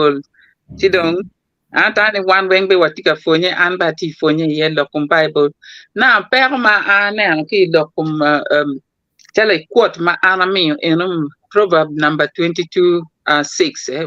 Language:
Acoli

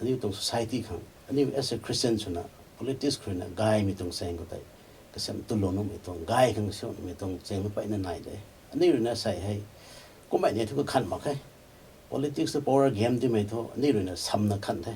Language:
Rongmei Naga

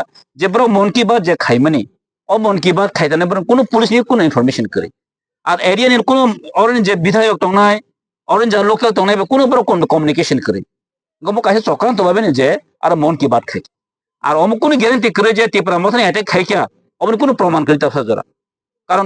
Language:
Kok Borok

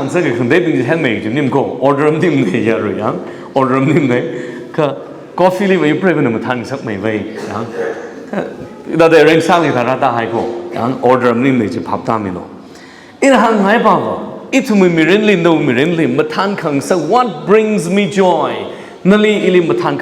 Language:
Tangkhul Naga (India)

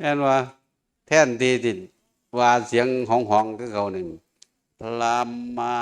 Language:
Northeastern Thai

